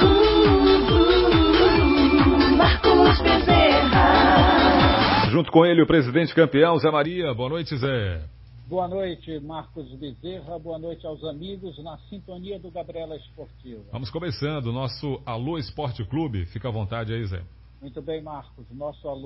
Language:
Portuguese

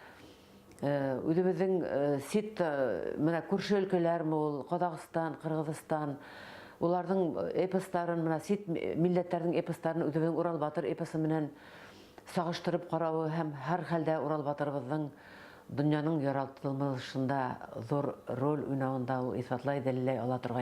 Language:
Bashkir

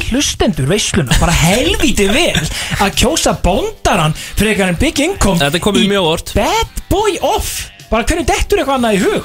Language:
Icelandic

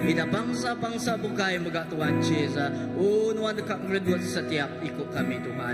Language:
Iban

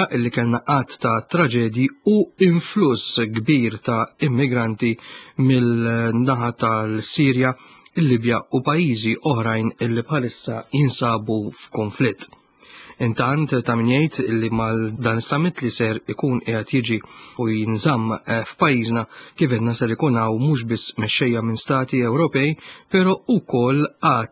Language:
Maltese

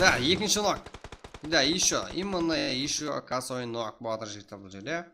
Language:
Kara-Kalpak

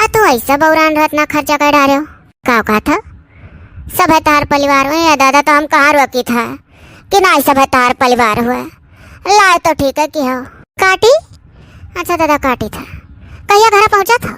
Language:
Awadhi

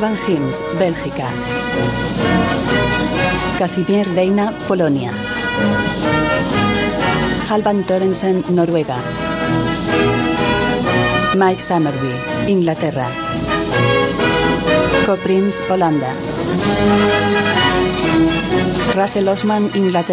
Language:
Spanish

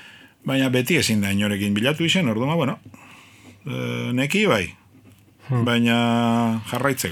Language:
Basque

